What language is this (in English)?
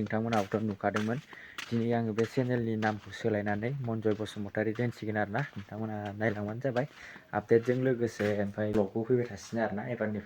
Bodo